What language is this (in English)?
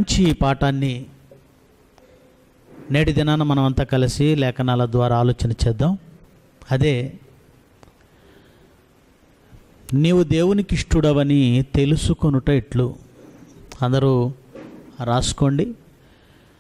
Telugu